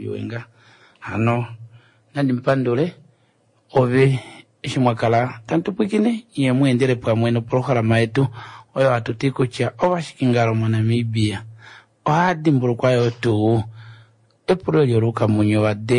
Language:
Kuanyama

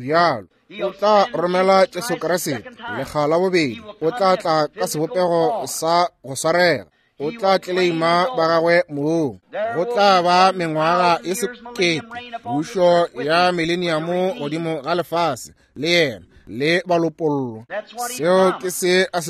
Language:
Northern Sotho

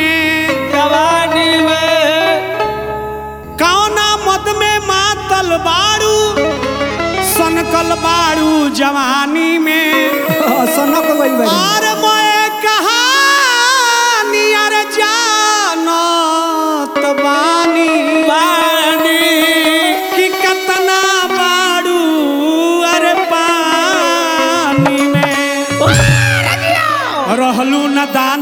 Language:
Bhojpuri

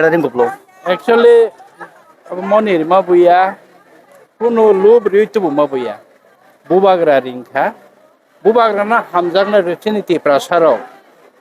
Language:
Kok Borok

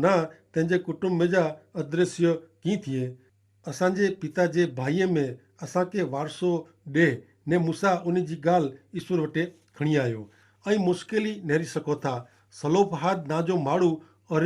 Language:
Kachhi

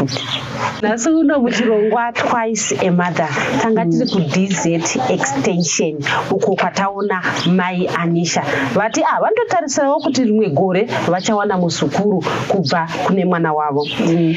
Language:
Shona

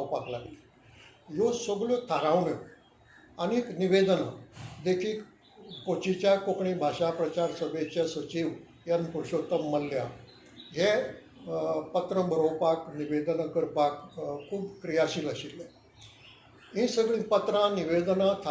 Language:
Konkani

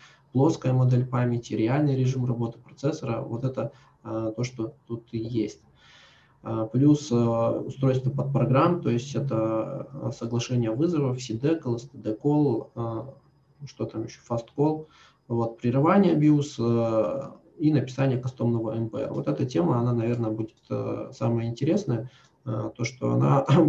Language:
Russian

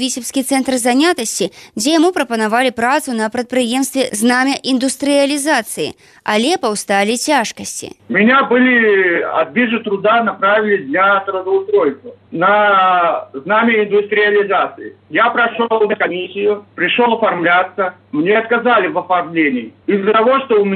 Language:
Belarusian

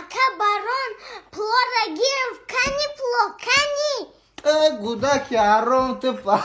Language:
Tajik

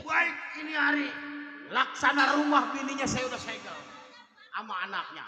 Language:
Betawi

